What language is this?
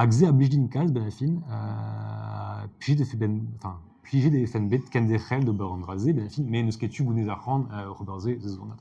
Breton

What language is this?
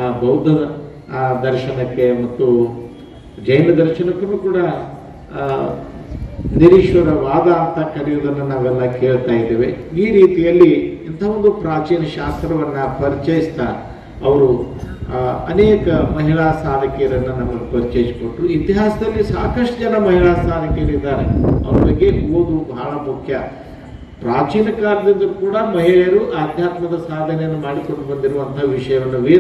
Kannada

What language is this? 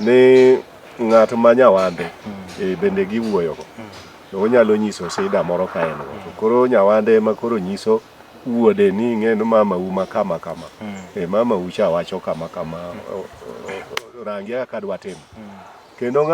Luo (Kenya and Tanzania)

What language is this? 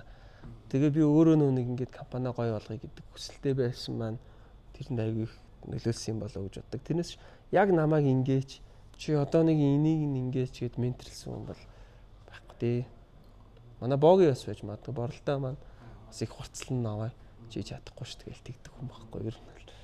Mongolian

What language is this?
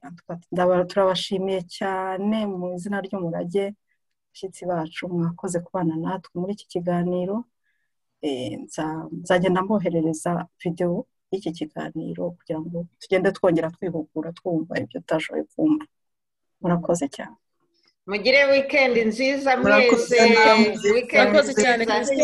Kinyarwanda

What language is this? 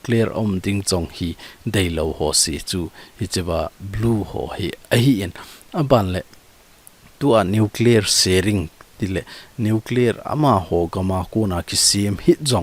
Thado Chin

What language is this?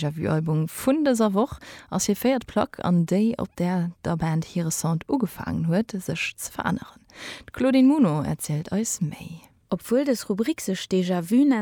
Luxembourgish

